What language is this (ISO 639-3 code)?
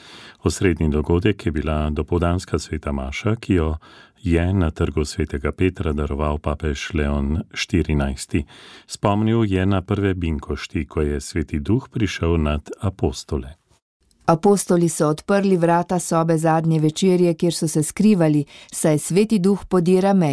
slv